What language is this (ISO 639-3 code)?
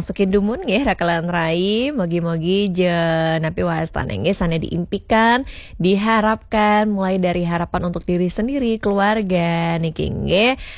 ban